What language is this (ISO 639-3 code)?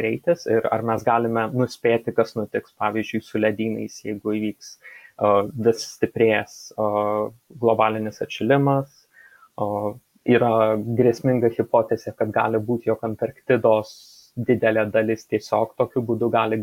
lit